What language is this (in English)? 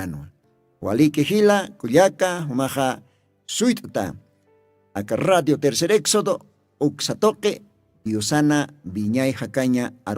Aymara